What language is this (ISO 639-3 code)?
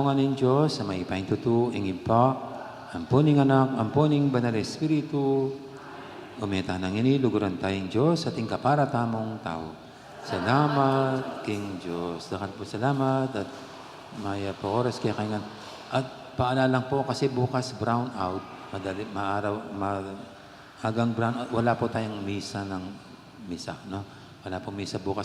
pam